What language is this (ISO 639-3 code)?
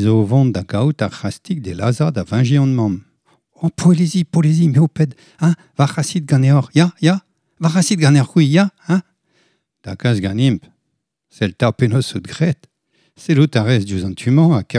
bre